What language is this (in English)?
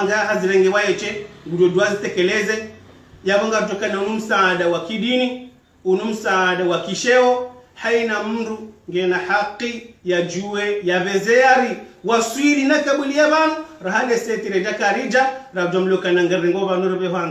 Ngazidja Comorian